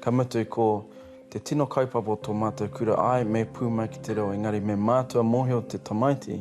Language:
Māori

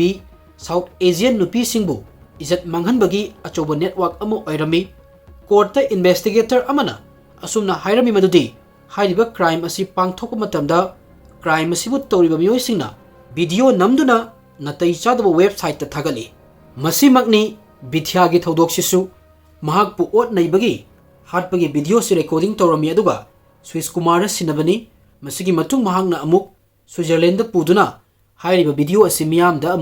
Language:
Manipuri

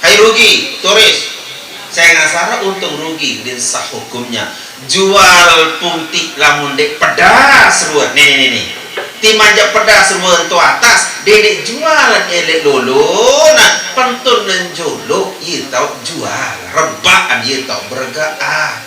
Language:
Sasak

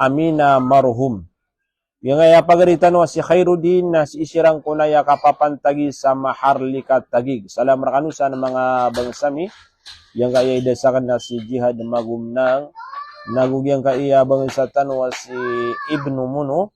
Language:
Maranao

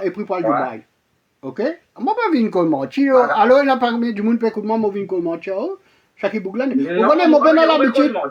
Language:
Morisyen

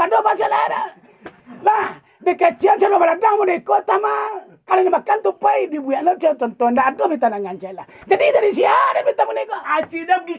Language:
Minangkabau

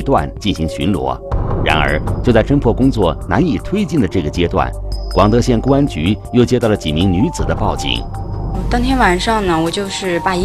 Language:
Chinese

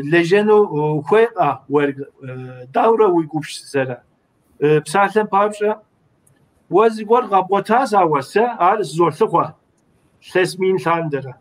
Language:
Kabardian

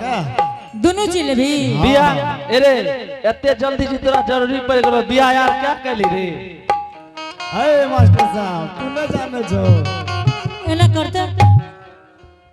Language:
Angika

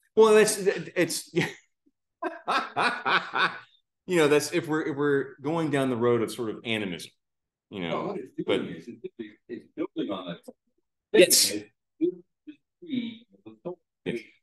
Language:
English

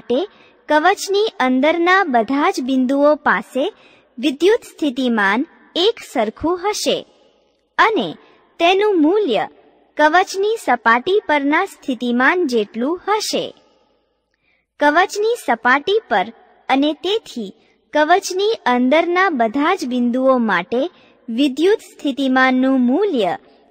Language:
Gujarati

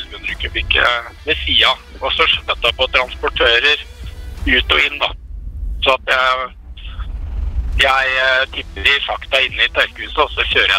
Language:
Norwegian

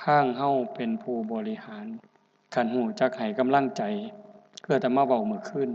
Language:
Northeastern Thai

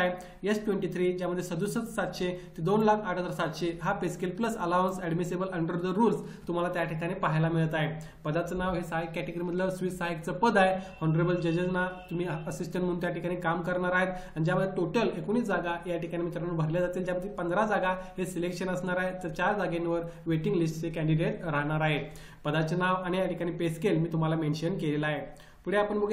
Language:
Marathi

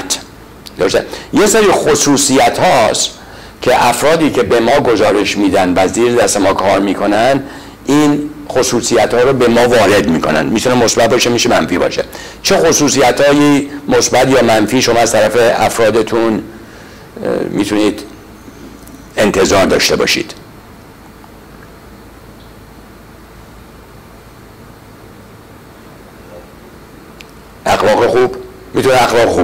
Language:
Persian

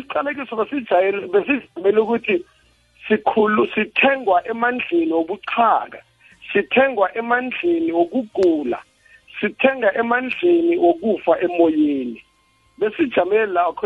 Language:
South Ndebele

